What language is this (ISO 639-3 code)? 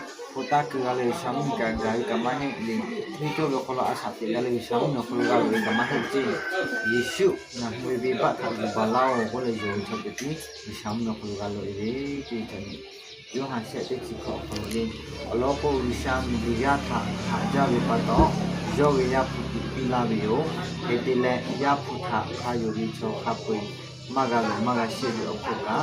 lhu